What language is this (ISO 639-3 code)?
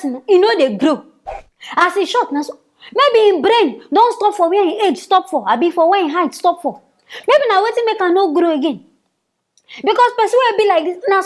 pcm